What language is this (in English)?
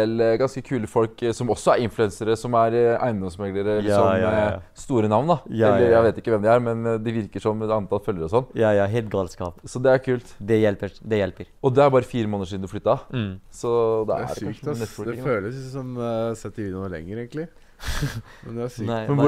Norwegian